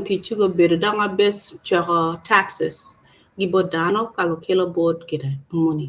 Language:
Acoli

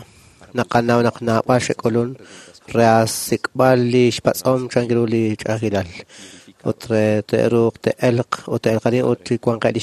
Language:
Kekchí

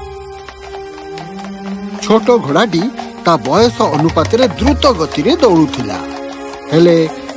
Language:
Odia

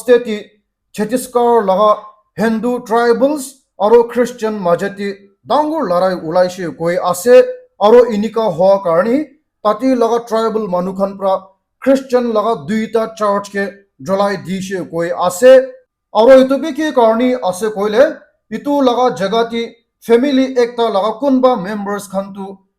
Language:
Naga Pidgin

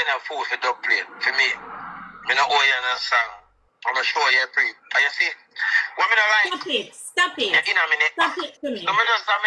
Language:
Jamaican Creole English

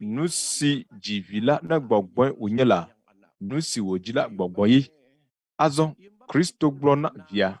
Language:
Ewe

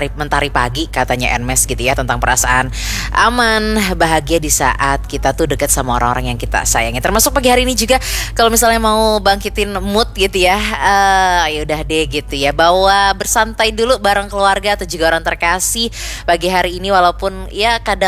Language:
Indonesian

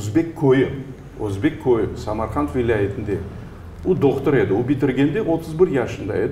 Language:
Crimean Tatar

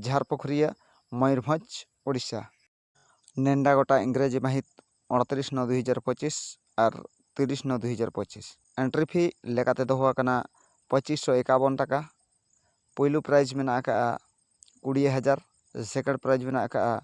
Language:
Santali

